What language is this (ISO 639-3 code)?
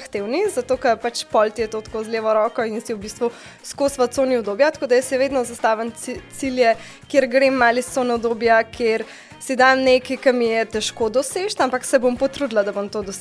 slv